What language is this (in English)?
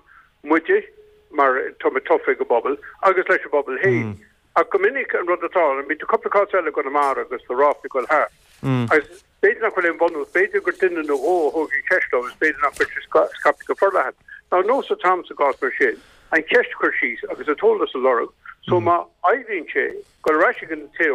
Irish